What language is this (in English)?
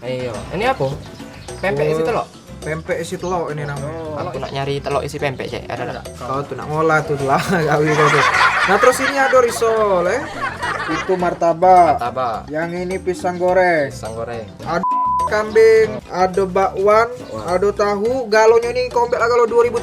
Musi